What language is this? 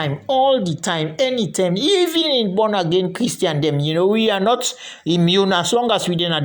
Krio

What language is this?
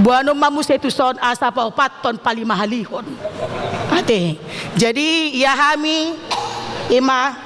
Batak Toba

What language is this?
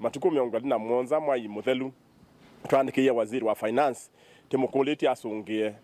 Kamba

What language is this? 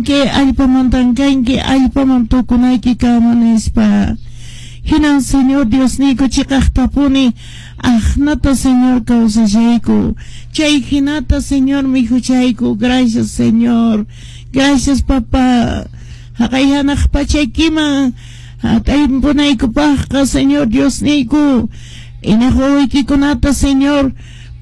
Quechua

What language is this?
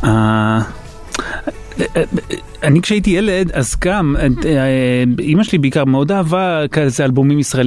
Hebrew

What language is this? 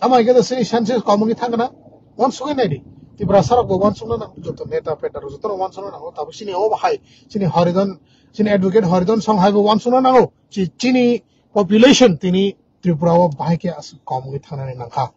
Kok Borok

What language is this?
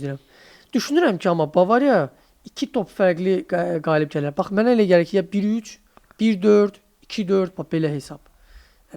Azerbaijani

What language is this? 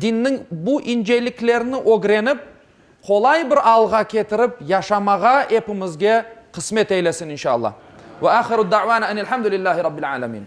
Crimean Tatar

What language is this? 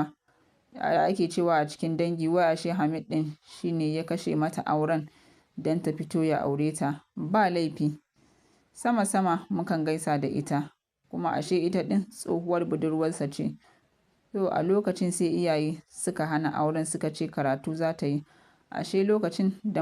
Hausa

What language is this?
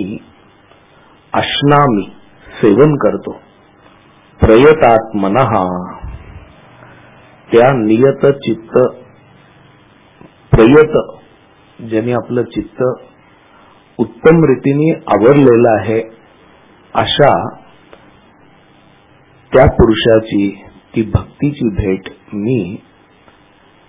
Marathi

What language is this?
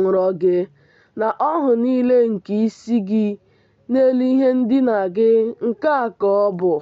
Igbo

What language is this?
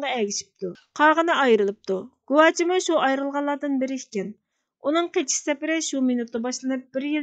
Uyghur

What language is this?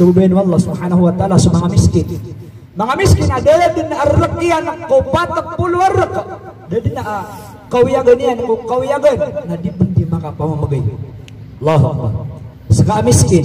Maranao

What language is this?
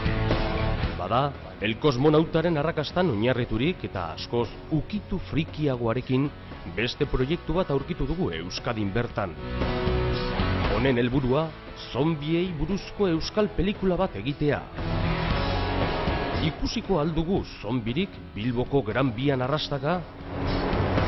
Basque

